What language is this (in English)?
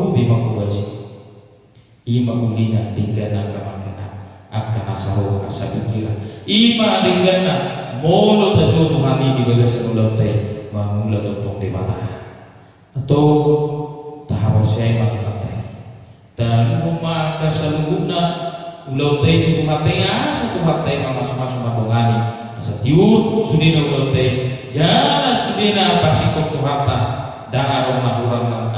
Batak Toba